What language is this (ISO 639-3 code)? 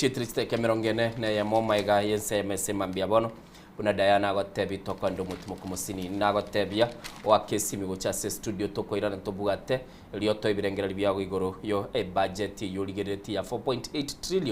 guz